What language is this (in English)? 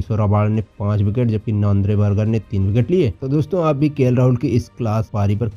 Hindi